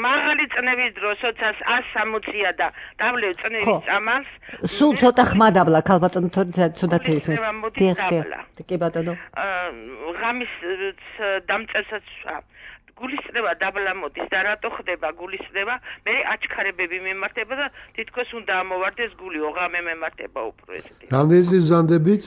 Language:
Georgian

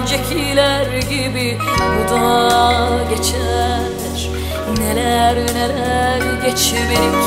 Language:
Turkish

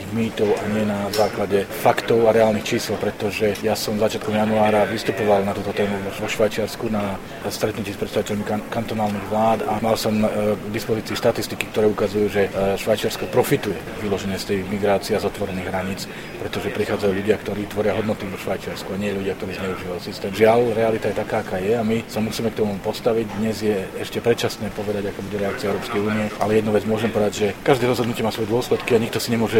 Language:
Slovak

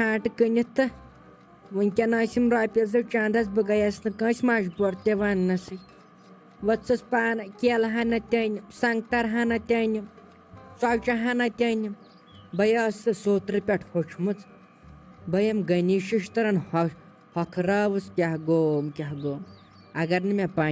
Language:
Kashmiri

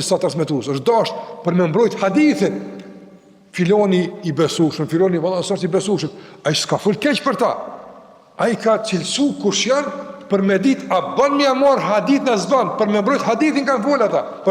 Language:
Albanian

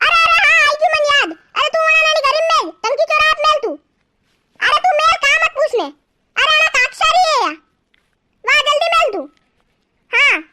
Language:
Rajasthani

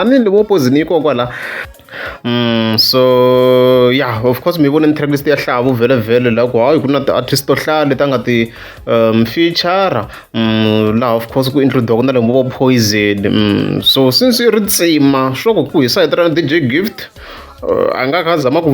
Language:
Tsonga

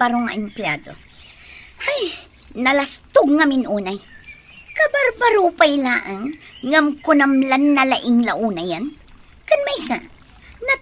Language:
Iloko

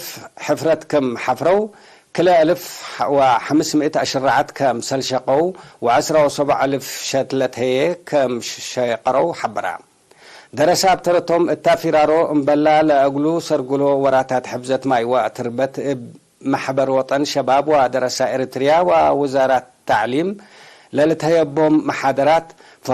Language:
Tigre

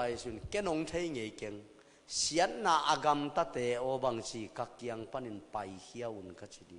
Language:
Tedim Chin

